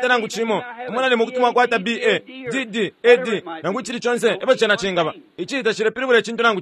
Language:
Bemba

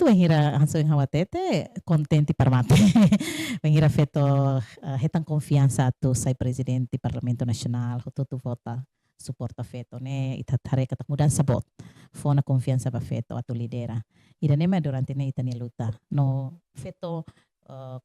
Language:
Tetum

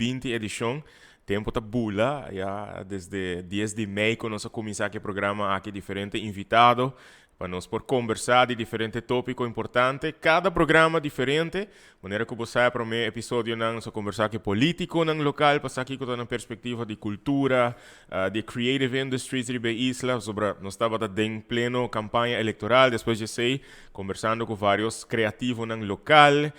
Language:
Papiamento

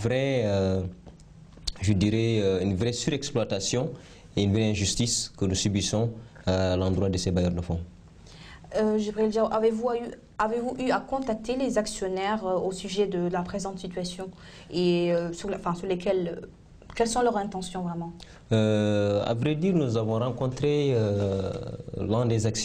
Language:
French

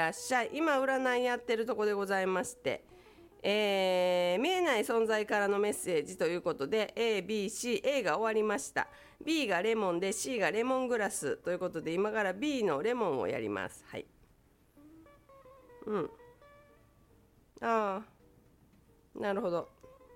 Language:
Japanese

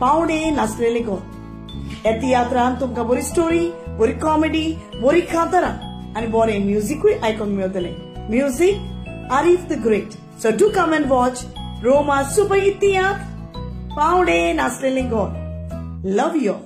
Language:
Konkani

